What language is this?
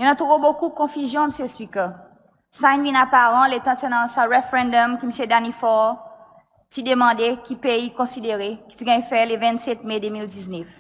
Seselwa Creole French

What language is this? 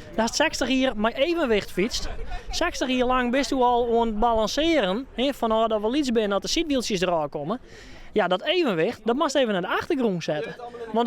Western Frisian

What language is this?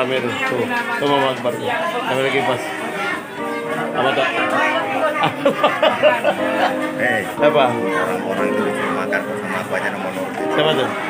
Indonesian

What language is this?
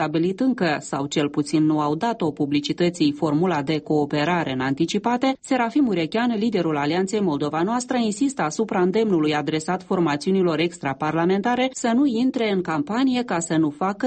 Romanian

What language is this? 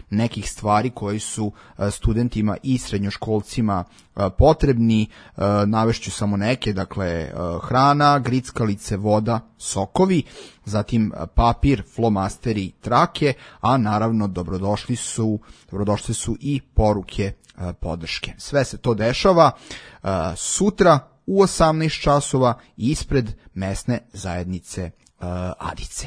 Serbian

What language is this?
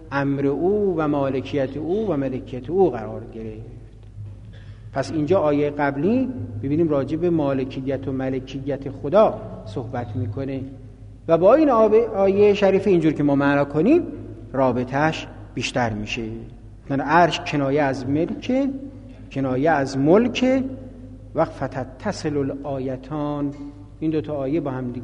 Persian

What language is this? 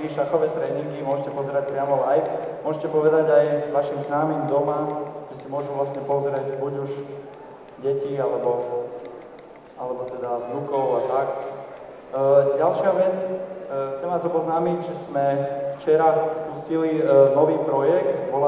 Slovak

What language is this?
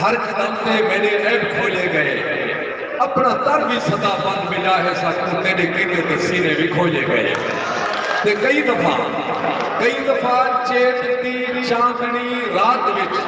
Saraiki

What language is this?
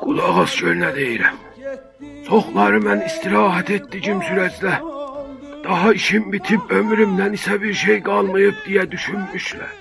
South Azerbaijani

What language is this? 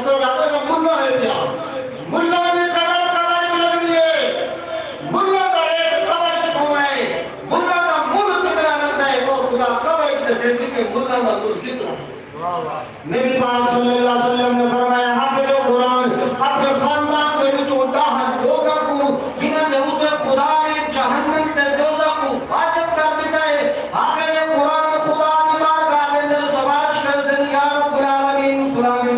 Saraiki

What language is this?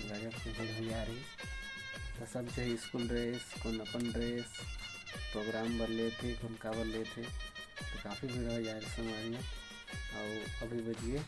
Chhattisgarhi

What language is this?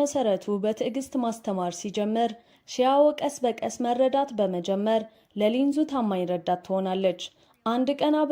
Amharic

